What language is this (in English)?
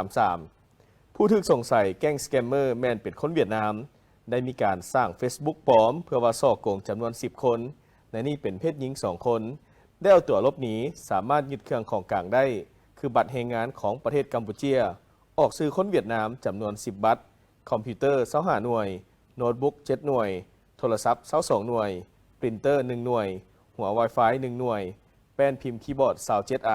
Lao